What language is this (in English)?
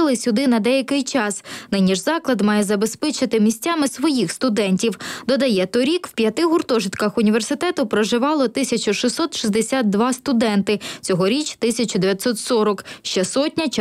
Ukrainian